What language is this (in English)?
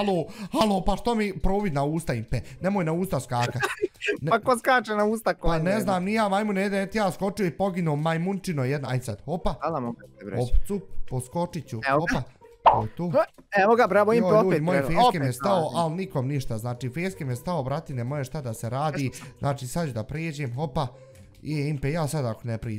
Bosnian